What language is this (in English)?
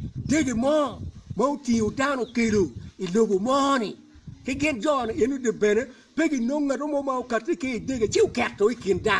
Acoli